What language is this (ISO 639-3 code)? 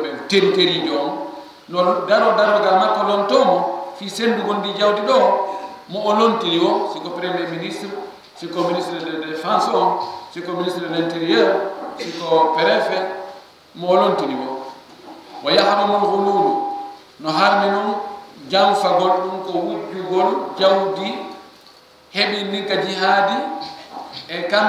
ful